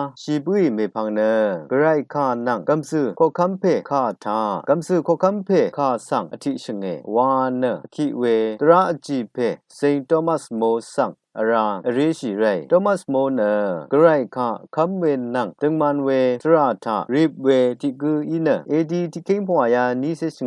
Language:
Rawang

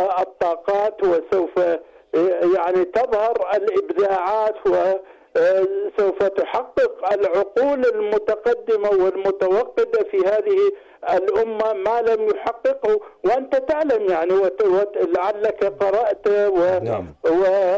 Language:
Arabic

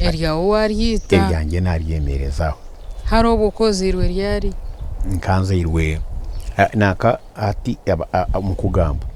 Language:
Nyankole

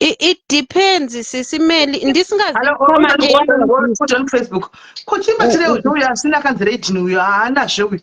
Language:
Shona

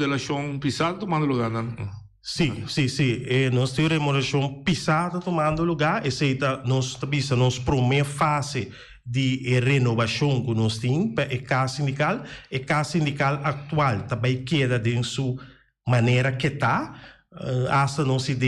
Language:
Papiamento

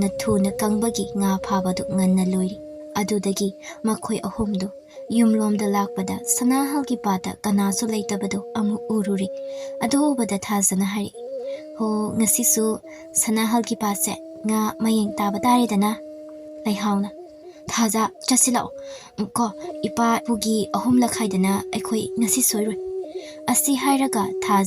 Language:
Manipuri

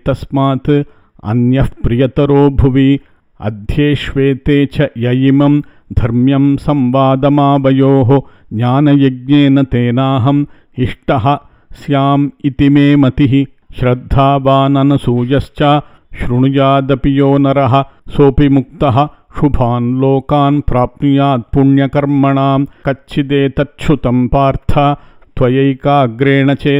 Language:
Sanskrit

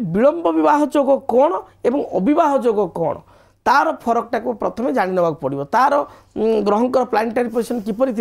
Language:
Odia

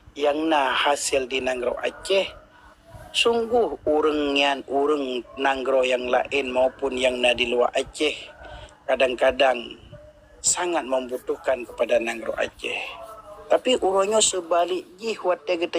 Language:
Achinese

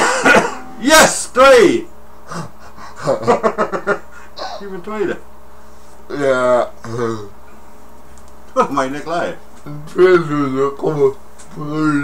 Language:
Dutch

